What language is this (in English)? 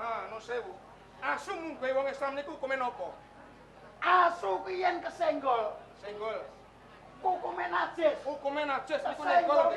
Javanese